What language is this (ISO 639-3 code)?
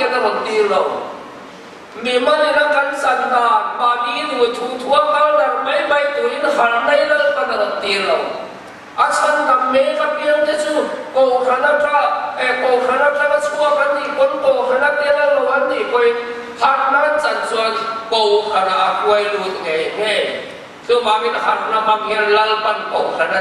lus